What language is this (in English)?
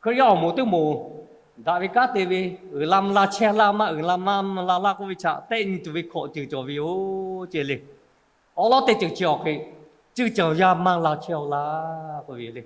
Lahu